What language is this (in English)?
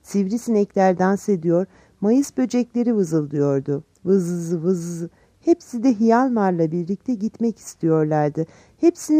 Turkish